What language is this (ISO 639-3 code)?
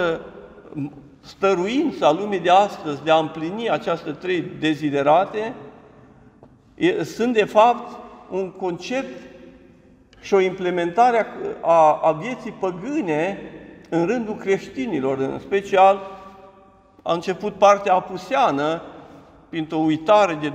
ron